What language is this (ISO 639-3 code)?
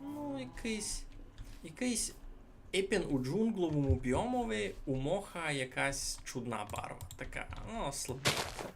rue